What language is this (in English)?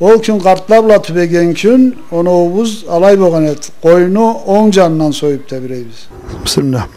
Karachay-Balkar